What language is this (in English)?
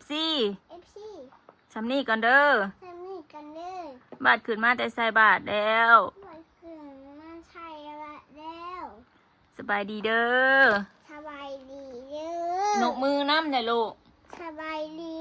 Northeastern Thai